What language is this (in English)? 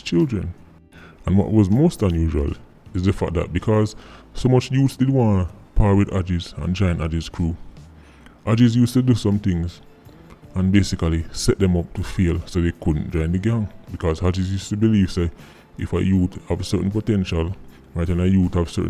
Jamaican Creole English